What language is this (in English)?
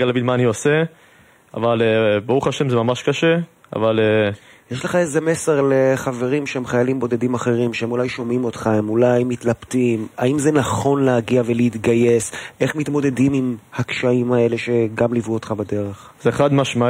Hebrew